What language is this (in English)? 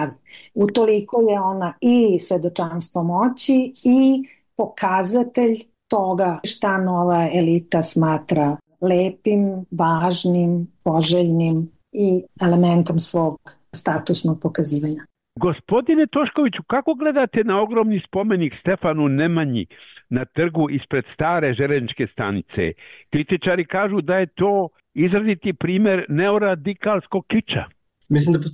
Serbian